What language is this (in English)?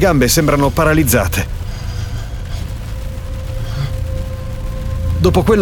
Italian